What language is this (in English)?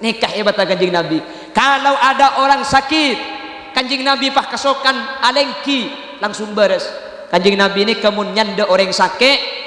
Madurese